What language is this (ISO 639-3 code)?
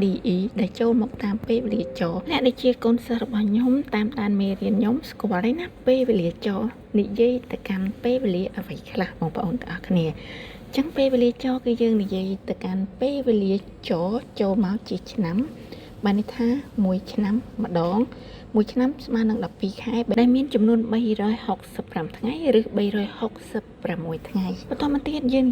khm